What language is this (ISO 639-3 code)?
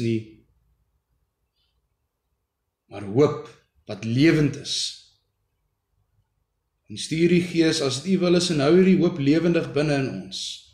afr